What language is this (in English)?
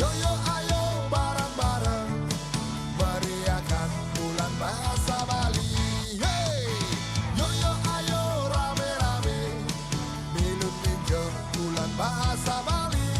Balinese